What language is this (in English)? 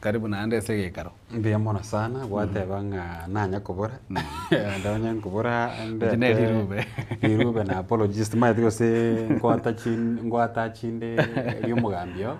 Gusii